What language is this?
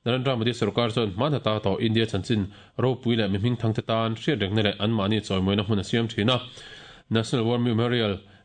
Mizo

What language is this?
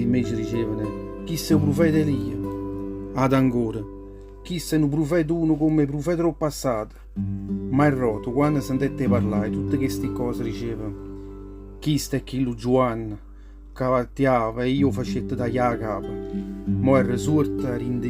Neapolitan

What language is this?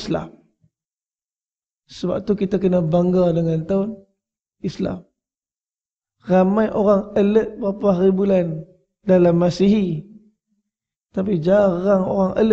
Malay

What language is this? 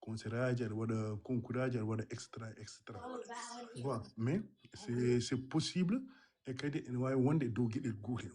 Fula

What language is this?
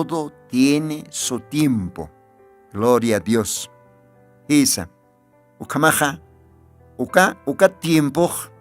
Aymara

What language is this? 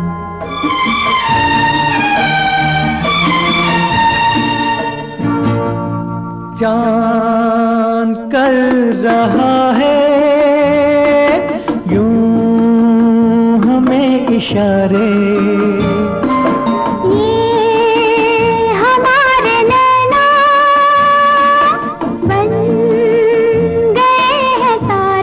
Hindi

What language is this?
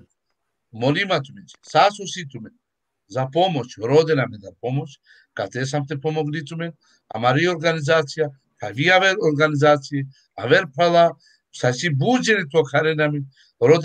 Balkan Romani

